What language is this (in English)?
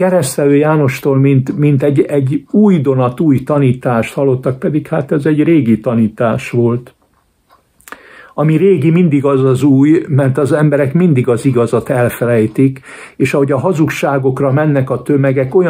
Hungarian